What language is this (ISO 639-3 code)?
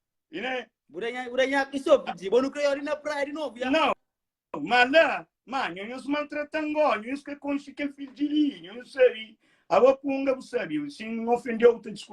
kea